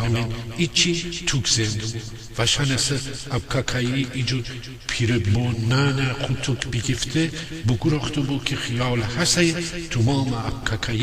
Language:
Gilaki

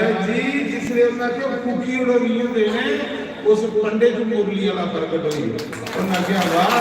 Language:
Dogri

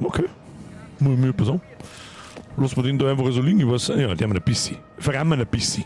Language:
Bavarian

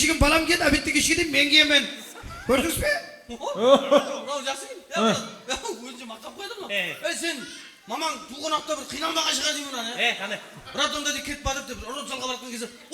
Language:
Kara-Kalpak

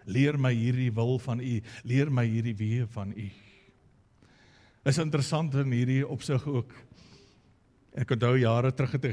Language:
Afrikaans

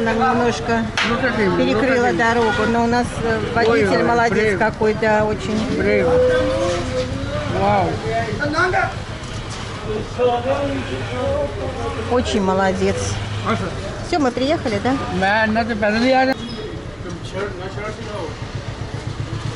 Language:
Russian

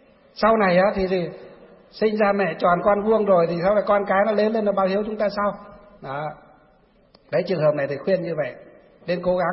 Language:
Vietnamese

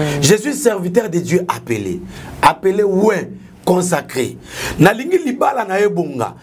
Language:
Lingala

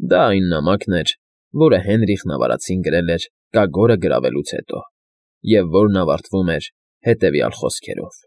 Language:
Armenian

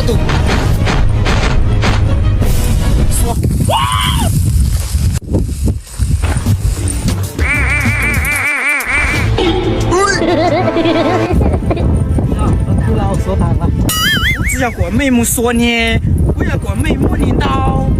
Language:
Hmong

